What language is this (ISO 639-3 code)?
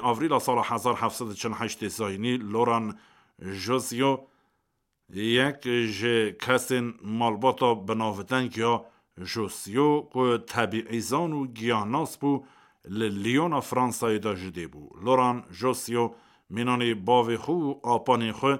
kur